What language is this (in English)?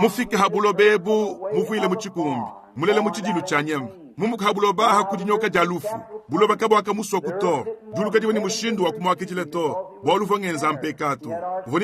Luba-Lulua